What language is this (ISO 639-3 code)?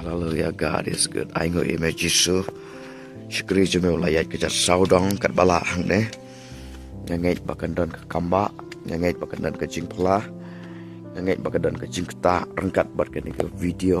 kha